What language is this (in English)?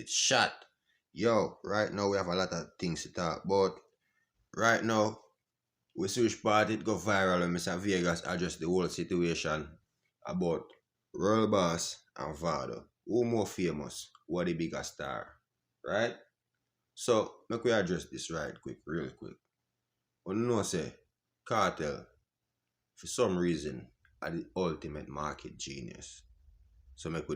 Jamaican Creole English